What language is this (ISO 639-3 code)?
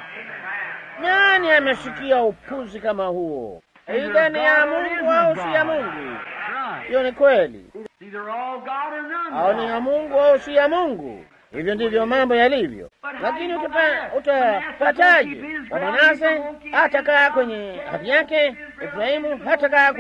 swa